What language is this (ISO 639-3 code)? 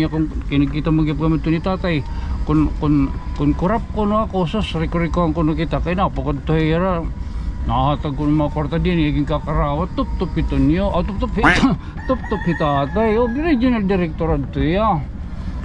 war